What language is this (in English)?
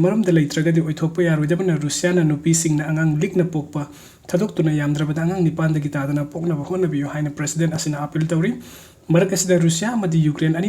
Manipuri